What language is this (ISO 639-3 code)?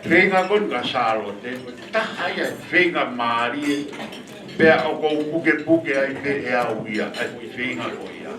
ton